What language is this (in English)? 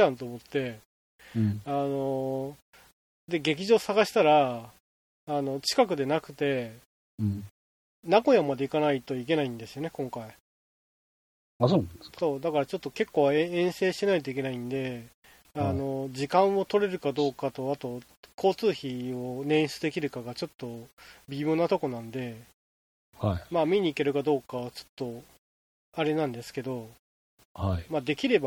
Japanese